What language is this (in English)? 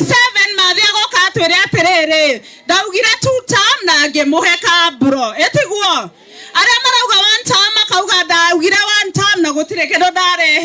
Kikuyu